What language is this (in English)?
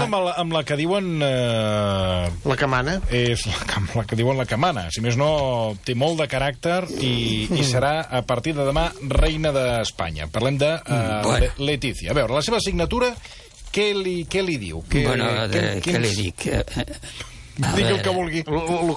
Catalan